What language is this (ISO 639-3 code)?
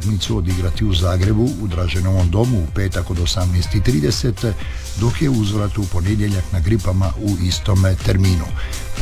hrv